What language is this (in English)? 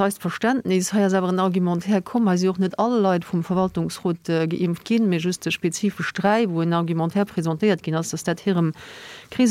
Luxembourgish